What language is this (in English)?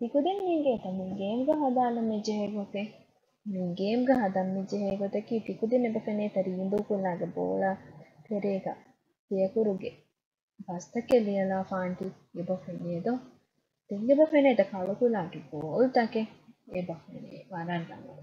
Divehi